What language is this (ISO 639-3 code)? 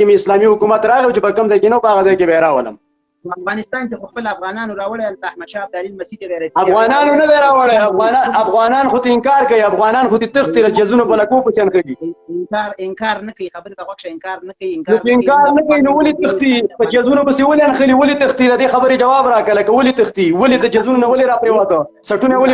pus